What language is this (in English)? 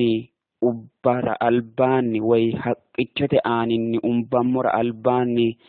Sidamo